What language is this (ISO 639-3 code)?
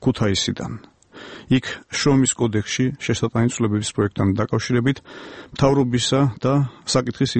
kat